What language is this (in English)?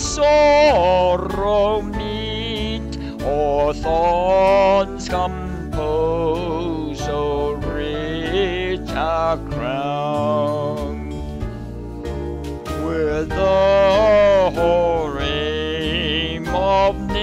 English